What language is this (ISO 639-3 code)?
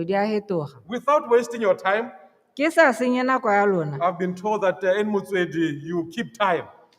tsn